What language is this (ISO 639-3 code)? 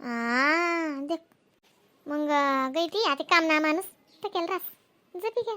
khn